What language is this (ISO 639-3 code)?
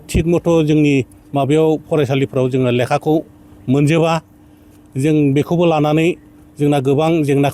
brx